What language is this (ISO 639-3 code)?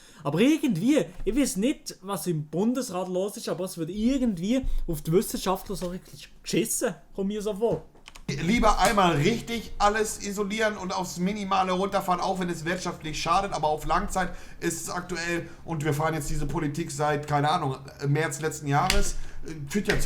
gsw